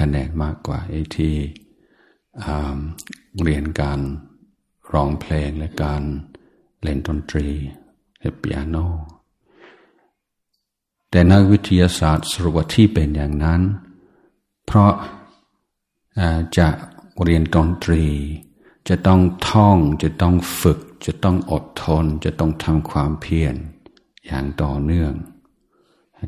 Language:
Thai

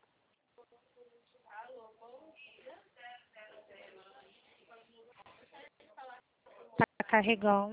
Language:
Portuguese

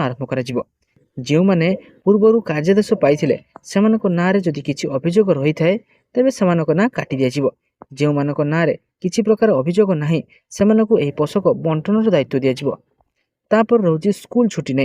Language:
Odia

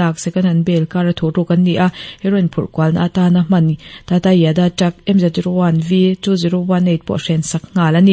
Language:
Mizo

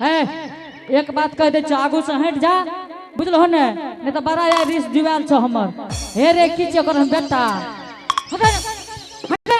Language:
Angika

